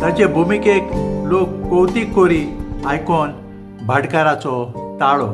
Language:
Konkani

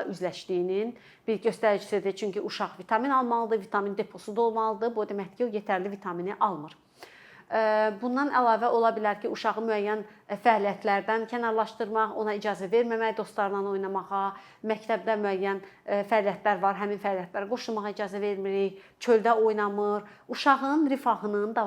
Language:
Azerbaijani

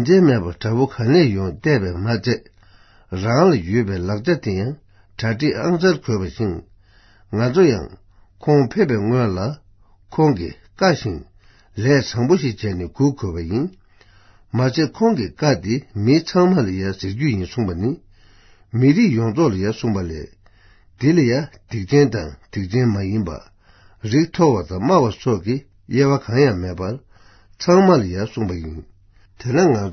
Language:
Tibetan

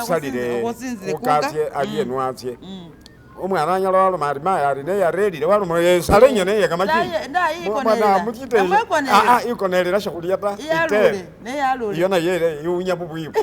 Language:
Masaaba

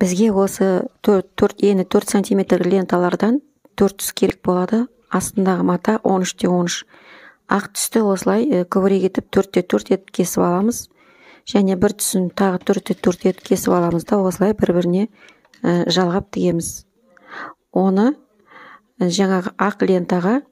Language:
Kazakh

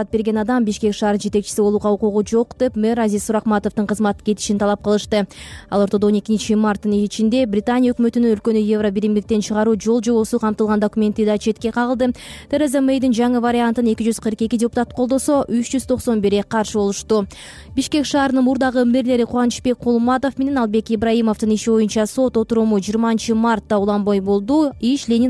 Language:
Kyrgyz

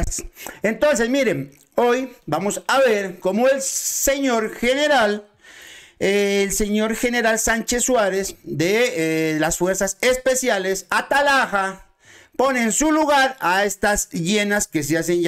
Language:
Spanish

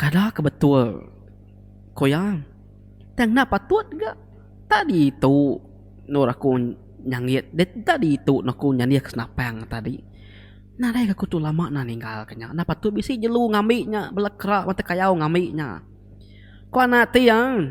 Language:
Iban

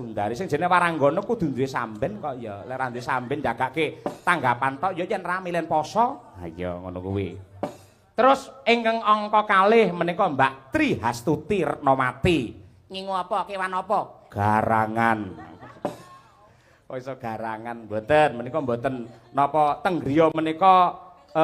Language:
Javanese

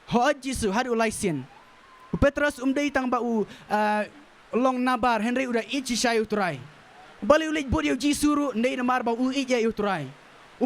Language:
Khasi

